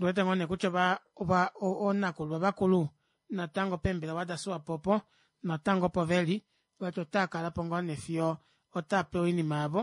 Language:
Kuanyama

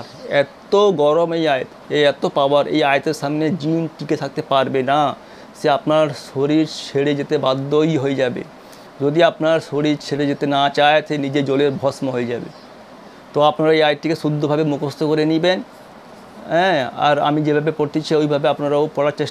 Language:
Bangla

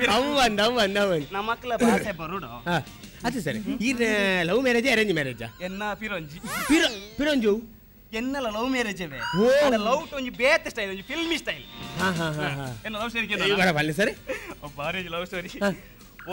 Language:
Tulu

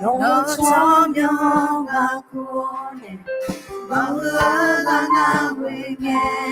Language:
Akha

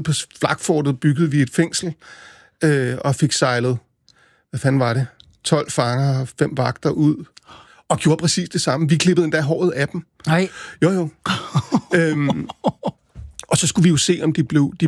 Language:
Danish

